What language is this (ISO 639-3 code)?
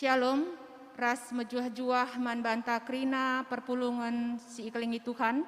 btx